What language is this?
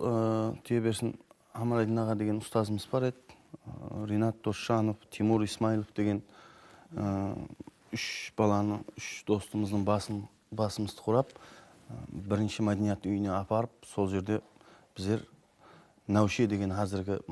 Kara-Kalpak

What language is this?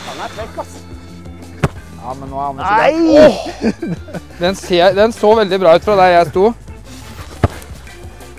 Norwegian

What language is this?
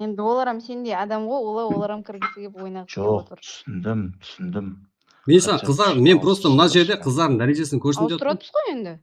Kara-Kalpak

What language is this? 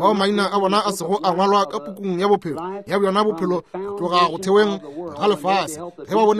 Northern Sotho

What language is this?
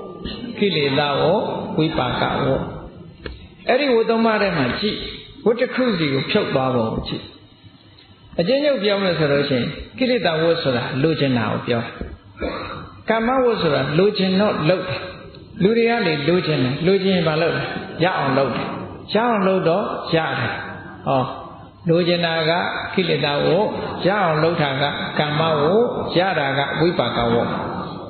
Burmese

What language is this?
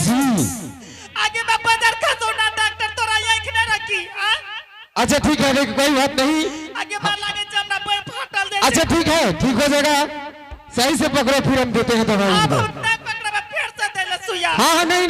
Angika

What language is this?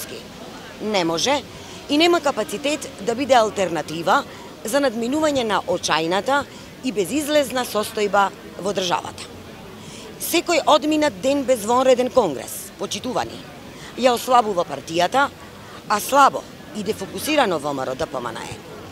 Macedonian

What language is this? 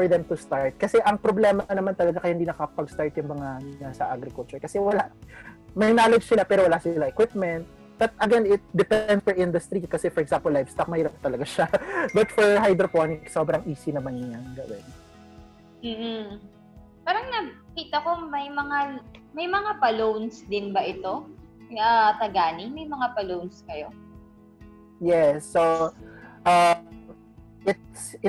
Filipino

